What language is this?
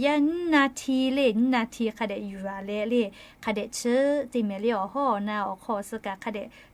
Lahu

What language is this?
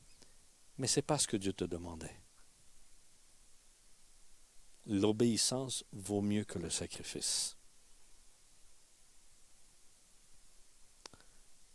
French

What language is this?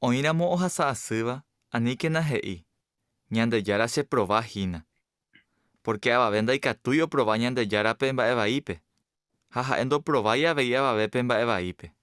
Guarani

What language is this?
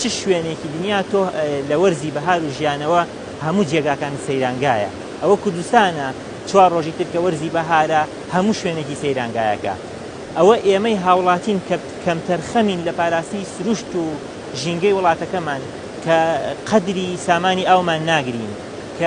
Central Kurdish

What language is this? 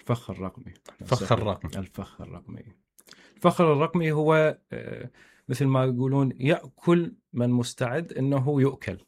Mesopotamian Arabic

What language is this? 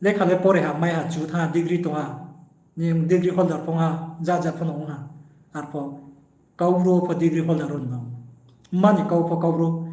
Riang (India)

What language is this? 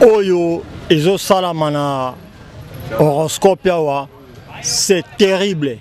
Lingala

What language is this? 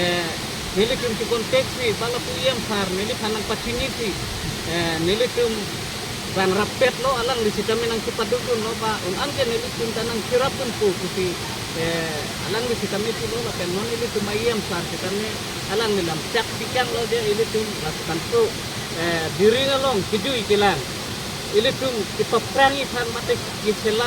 Karbi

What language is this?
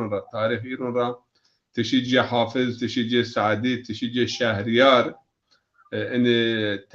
Zaza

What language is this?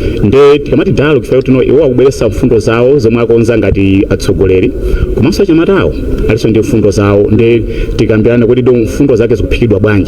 Nyanja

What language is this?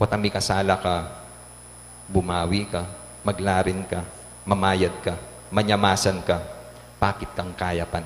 Pampanga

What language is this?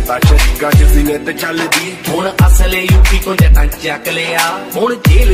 Punjabi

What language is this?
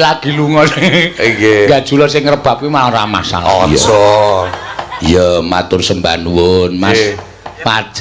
Javanese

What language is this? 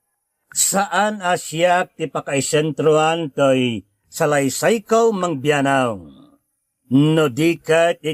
Iloko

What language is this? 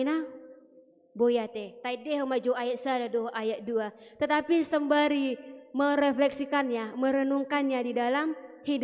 Batak Toba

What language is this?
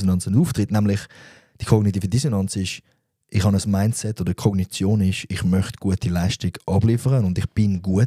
Swiss German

